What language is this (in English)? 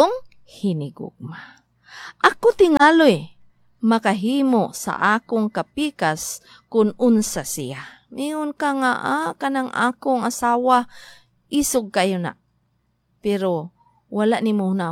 Cebuano